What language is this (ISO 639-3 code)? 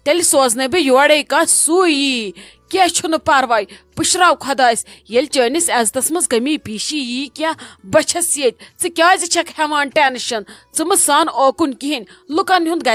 kas